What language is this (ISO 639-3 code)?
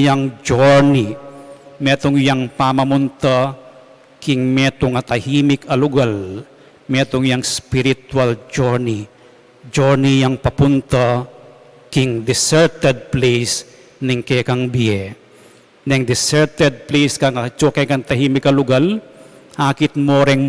pam